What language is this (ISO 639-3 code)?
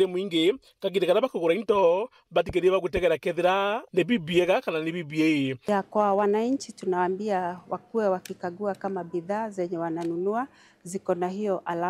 mer